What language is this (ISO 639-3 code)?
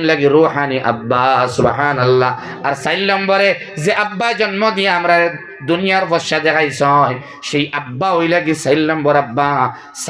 syl